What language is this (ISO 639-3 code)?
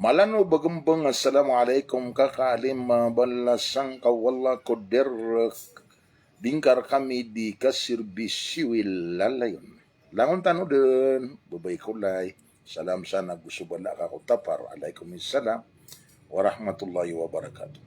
mrw